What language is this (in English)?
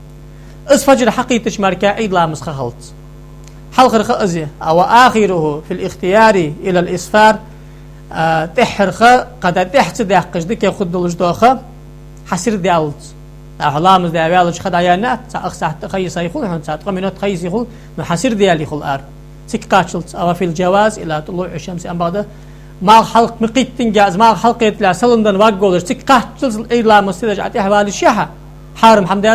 Ingush